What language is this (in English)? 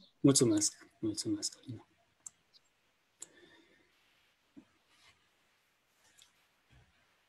Romanian